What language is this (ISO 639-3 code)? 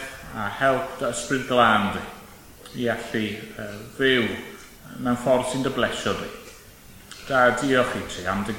cym